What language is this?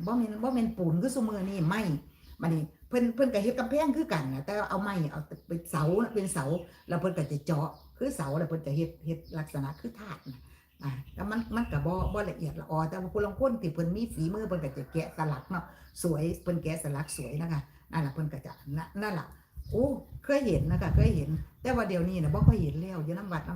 Northeastern Thai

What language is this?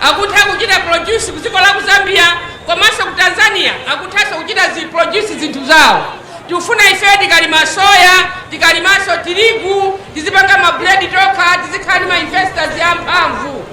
Nyanja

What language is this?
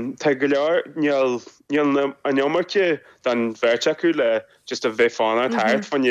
Irish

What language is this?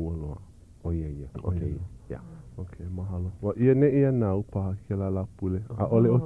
Hawaiian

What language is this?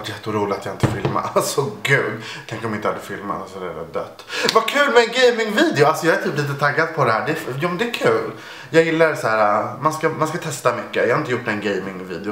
Swedish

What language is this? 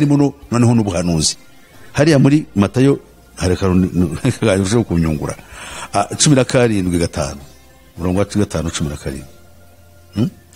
Kinyarwanda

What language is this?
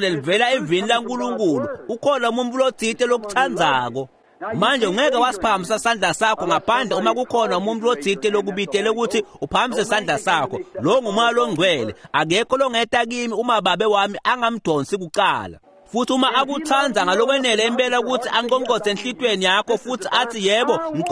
Swati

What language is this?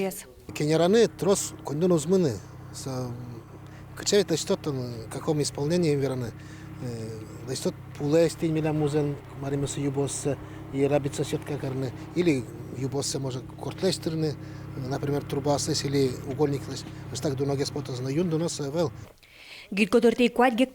Udmurt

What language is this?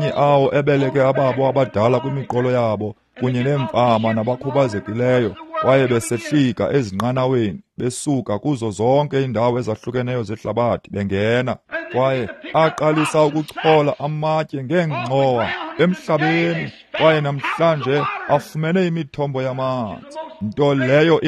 Xhosa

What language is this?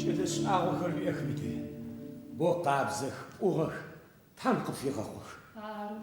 Adyghe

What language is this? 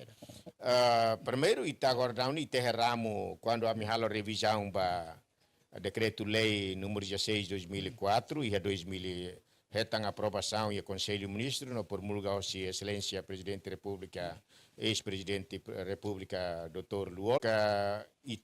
Tetum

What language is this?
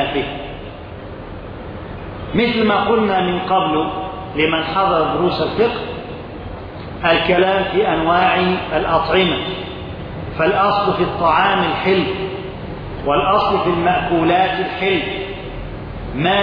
Arabic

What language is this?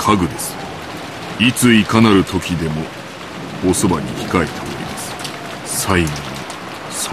Japanese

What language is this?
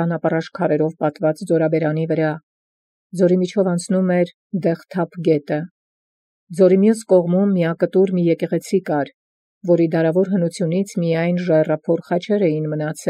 Armenian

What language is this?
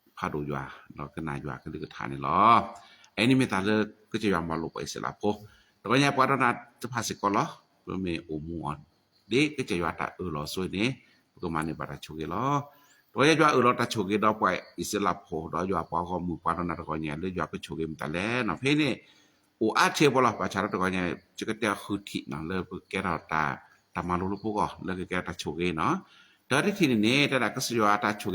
S'gaw Karen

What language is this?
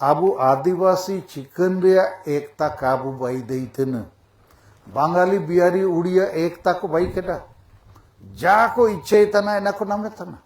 Santali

